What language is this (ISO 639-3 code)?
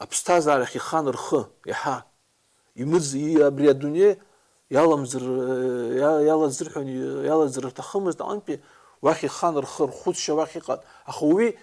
abk